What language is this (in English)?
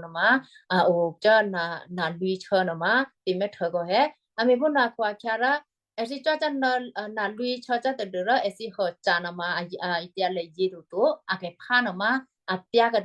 Western Kayah